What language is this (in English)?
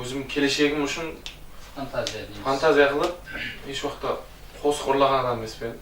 Kara-Kalpak